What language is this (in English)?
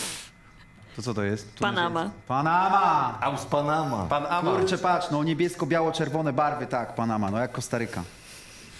Polish